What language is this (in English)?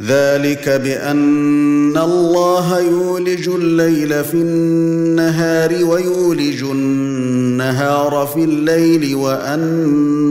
Arabic